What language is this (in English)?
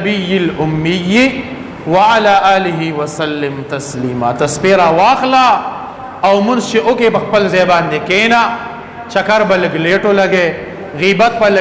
Pashto